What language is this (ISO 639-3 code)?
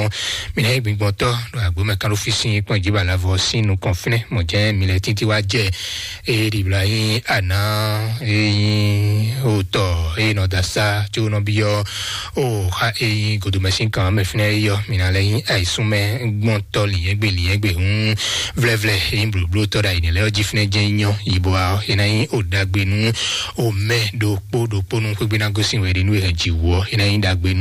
fon